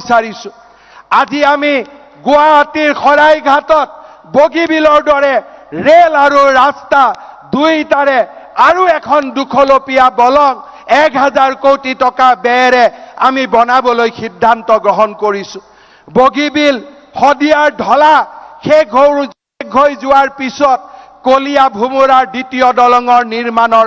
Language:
Assamese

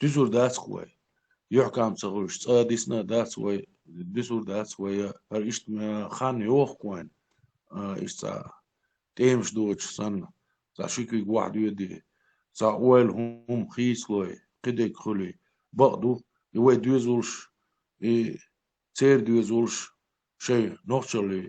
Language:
Chechen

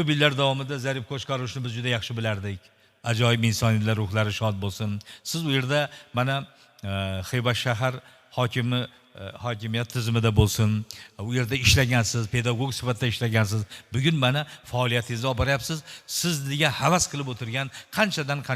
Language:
Uzbek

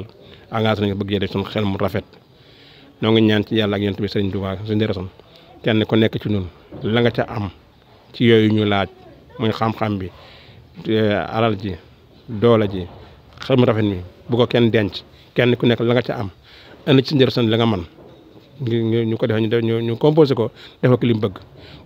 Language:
Wolof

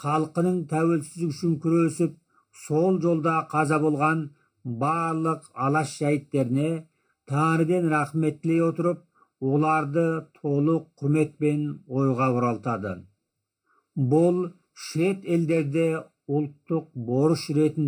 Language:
Kazakh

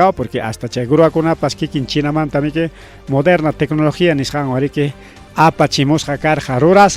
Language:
Ayacucho Quechua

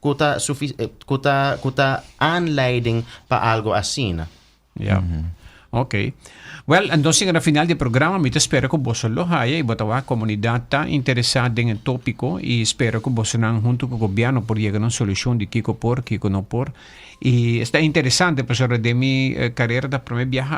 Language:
Papiamento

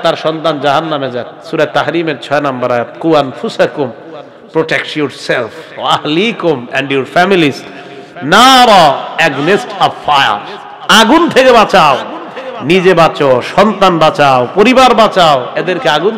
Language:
Bangla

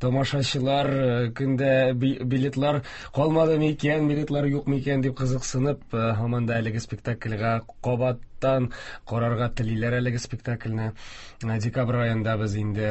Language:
Tatar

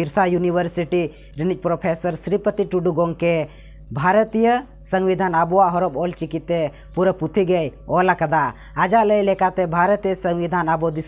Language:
Santali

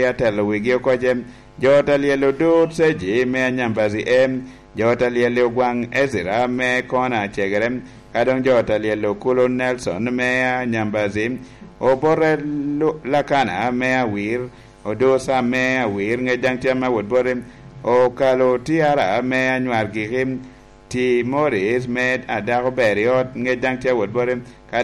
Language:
Lango (Uganda)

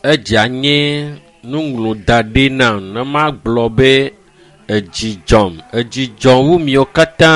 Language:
Ewe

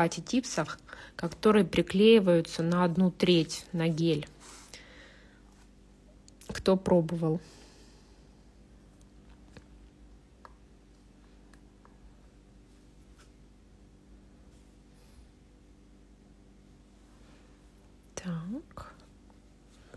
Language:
Russian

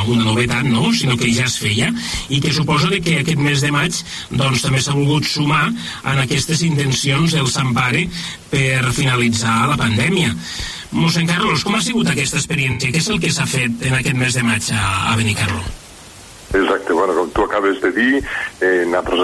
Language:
Catalan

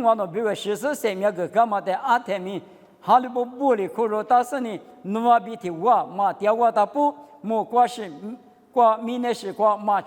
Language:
Lisu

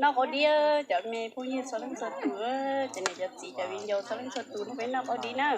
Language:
Hmong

